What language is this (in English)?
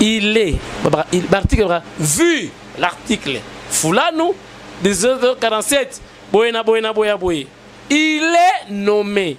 Lingala